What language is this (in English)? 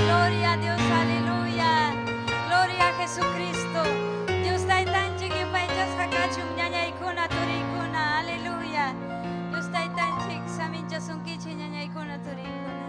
Ayacucho Quechua